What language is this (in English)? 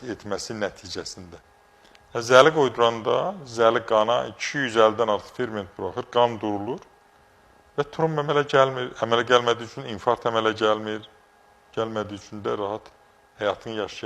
Azerbaijani